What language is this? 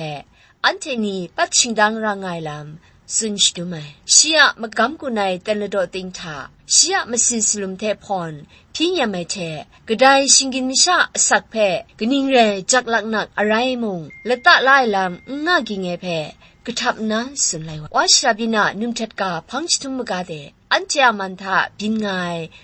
Kachin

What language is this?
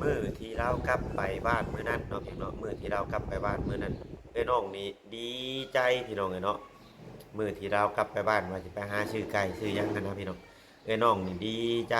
Lao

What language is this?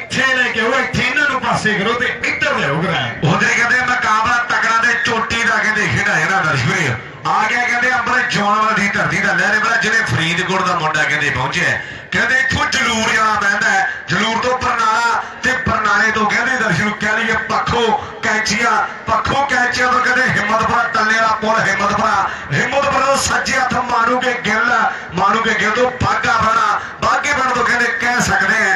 Punjabi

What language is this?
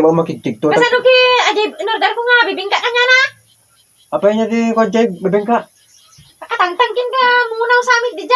Iloko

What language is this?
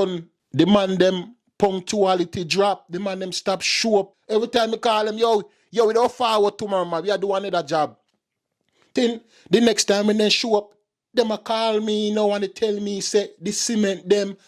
Jamaican Creole English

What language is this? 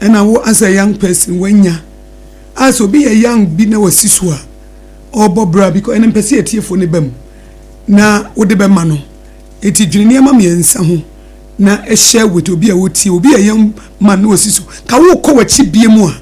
Akan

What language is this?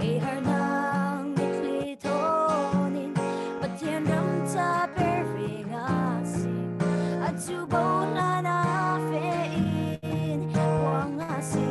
Falam Chin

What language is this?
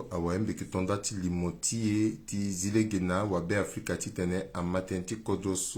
Sango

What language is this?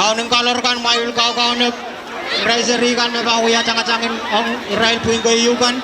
Pohnpeian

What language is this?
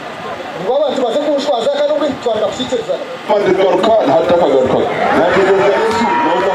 Nyankole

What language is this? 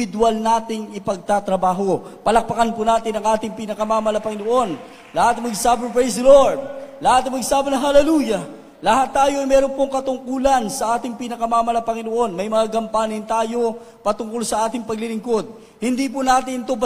Filipino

